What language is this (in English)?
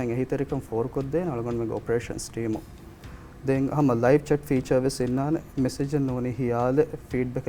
Divehi